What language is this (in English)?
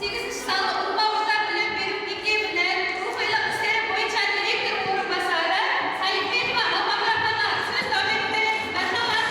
Kara-Kalpak